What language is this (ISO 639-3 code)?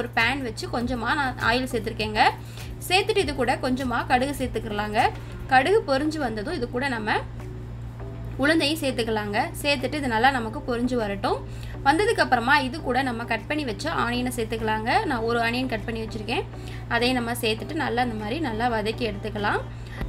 tam